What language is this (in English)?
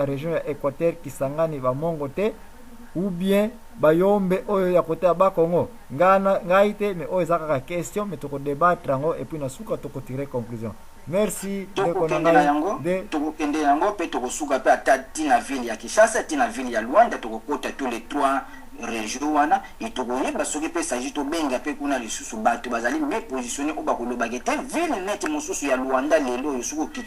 Lingala